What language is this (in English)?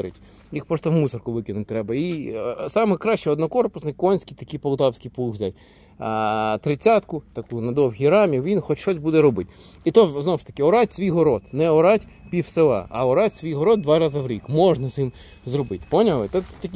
Ukrainian